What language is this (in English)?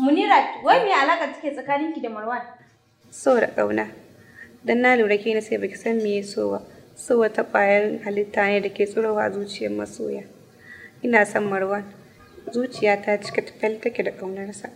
Hausa